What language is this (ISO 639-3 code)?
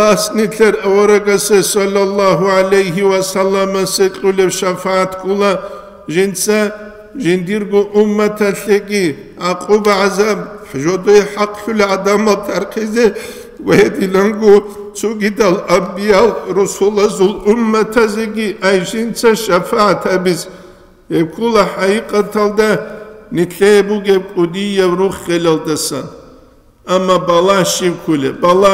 ava